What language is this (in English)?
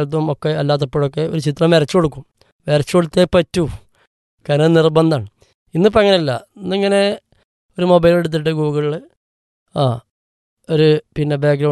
Malayalam